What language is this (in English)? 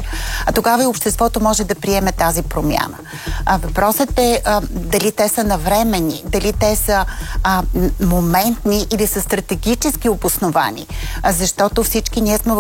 Bulgarian